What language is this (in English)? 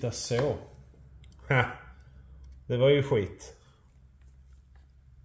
Swedish